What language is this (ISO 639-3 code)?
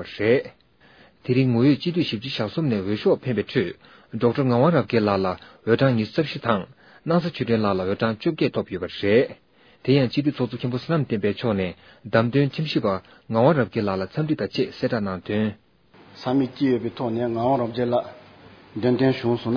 bod